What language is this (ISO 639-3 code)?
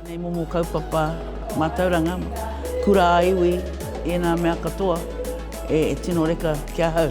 mri